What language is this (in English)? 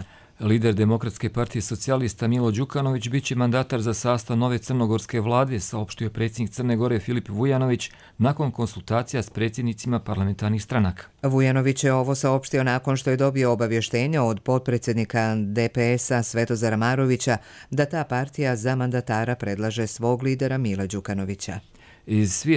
Croatian